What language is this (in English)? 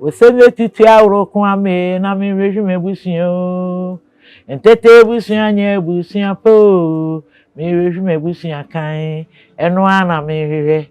Akan